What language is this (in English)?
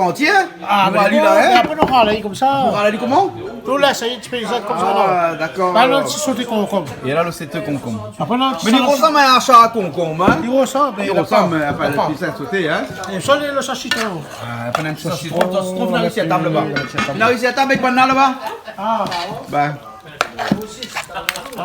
Réunion Creole French